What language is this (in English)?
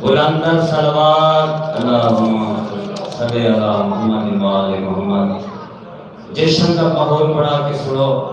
Saraiki